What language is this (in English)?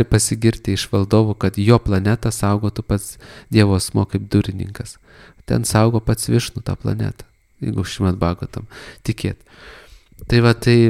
Lithuanian